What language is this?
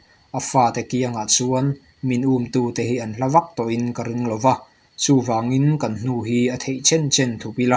Mizo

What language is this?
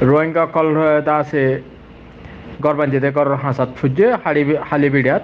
Rohingya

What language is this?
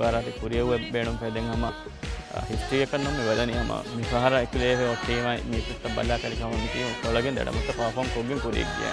Divehi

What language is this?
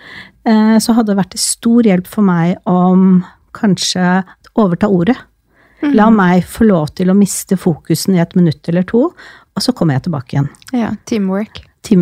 Norwegian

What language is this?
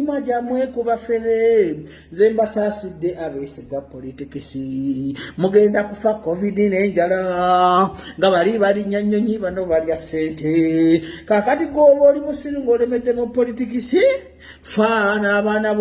Ganda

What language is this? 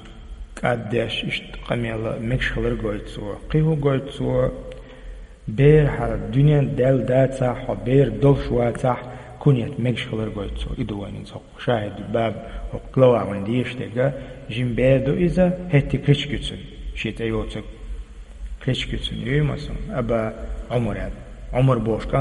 Chechen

